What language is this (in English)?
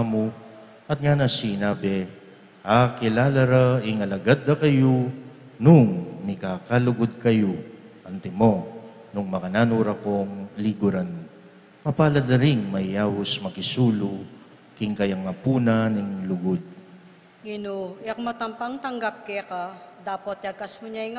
Pampanga